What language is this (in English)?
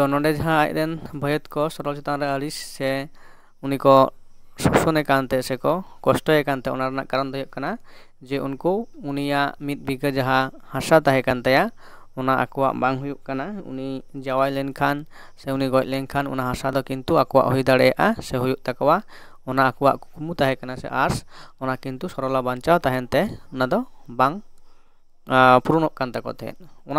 Santali